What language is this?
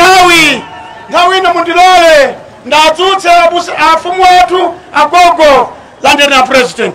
Nyanja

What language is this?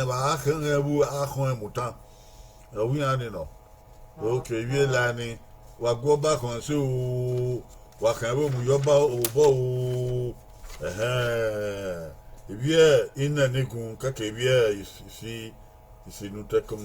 Bini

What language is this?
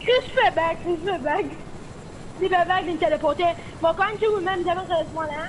Morisyen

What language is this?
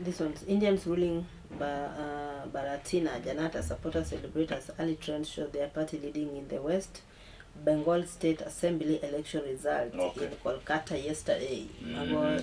Luo (Kenya and Tanzania)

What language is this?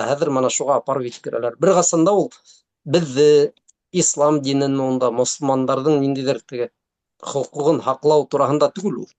Bashkir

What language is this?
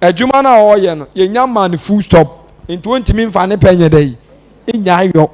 Akan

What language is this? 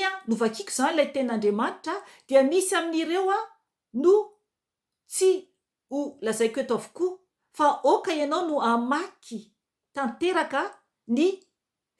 Malagasy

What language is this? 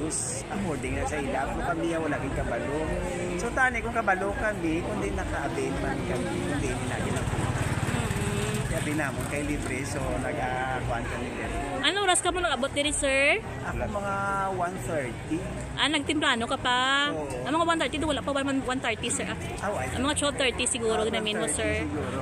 Hiligaynon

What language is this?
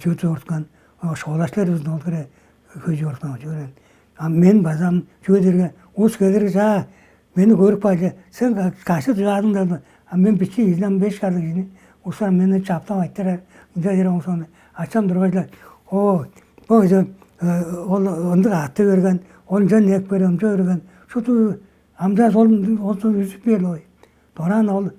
Tuvinian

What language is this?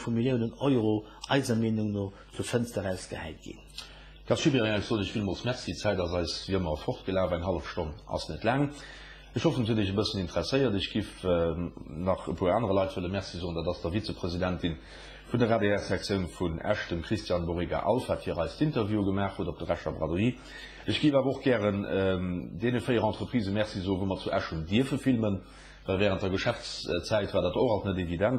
Luxembourgish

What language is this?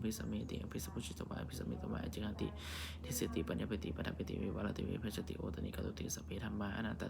Pali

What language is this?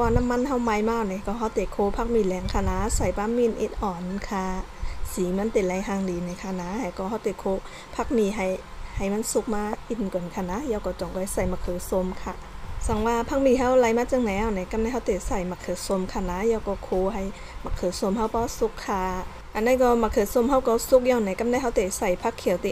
Shan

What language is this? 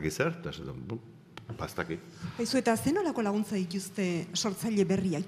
Basque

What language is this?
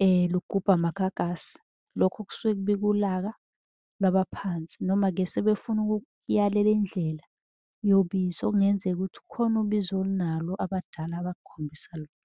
Zulu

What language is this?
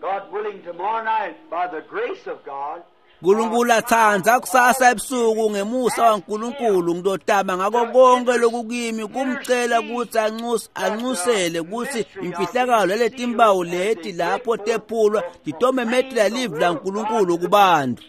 Swati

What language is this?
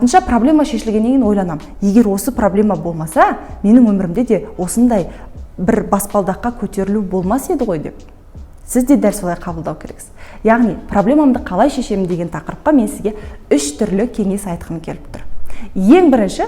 Kazakh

